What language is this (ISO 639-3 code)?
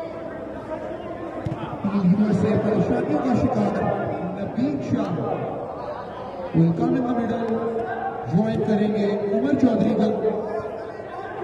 hin